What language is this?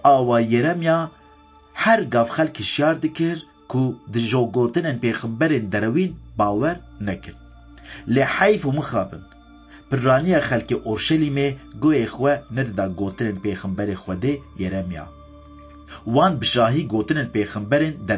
Kurdish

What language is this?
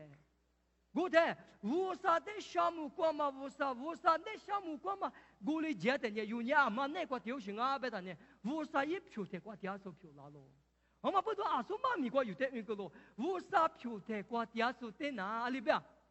Lisu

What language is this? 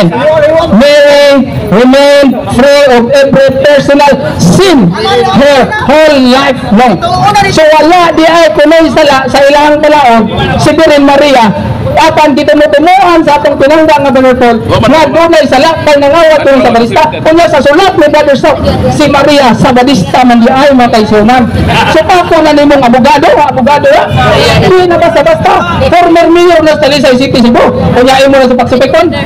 Cebuano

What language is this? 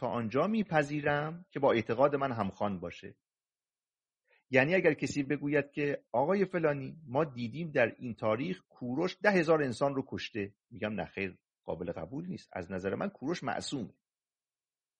Persian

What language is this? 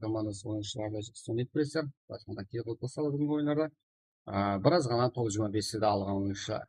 Kara-Kalpak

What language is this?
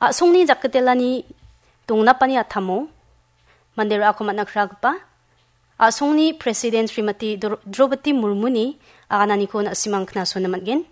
Garo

